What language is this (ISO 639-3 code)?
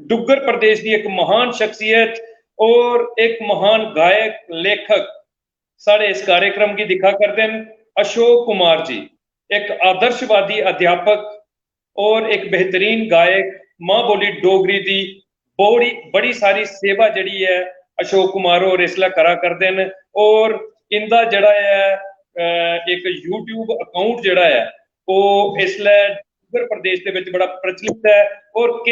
doi